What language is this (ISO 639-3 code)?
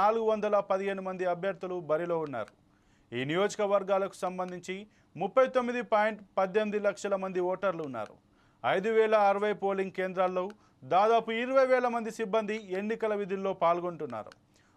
tel